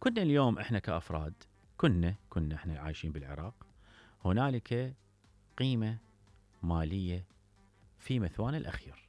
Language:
Mesopotamian Arabic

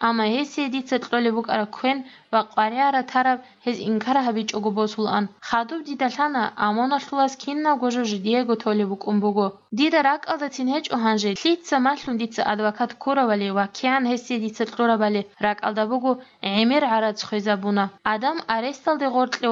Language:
Avaric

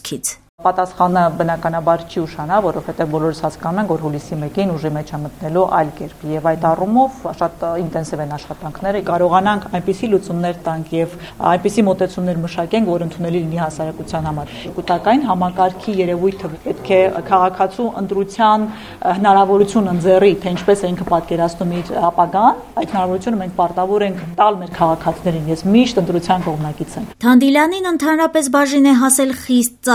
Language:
Armenian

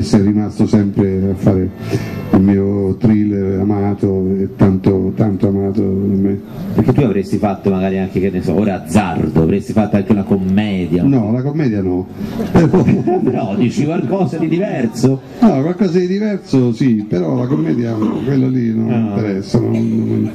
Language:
Italian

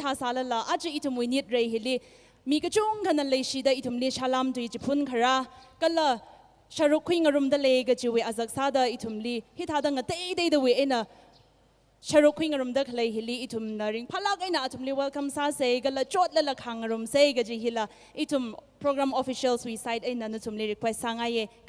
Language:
Tangkhul Naga (India)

